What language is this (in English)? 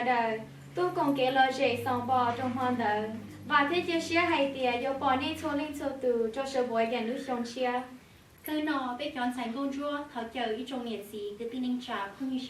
Hmong